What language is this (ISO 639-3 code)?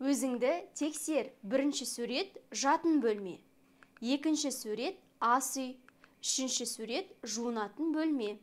kaz